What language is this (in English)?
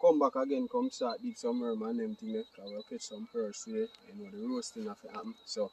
Jamaican Creole English